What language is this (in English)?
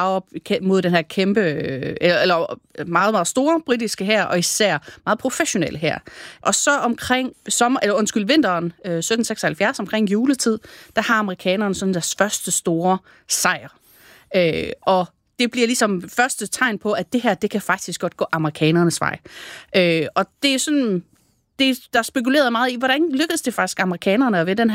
Danish